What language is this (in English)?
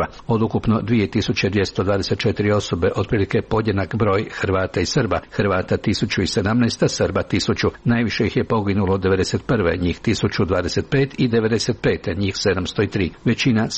Croatian